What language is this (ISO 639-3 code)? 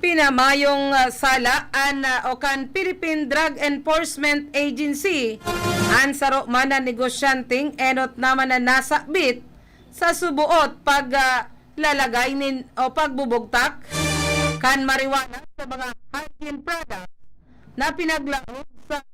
bik